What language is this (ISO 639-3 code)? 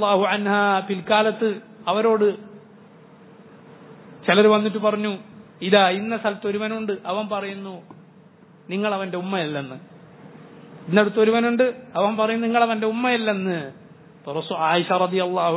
mal